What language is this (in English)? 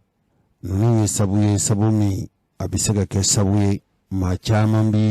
Bambara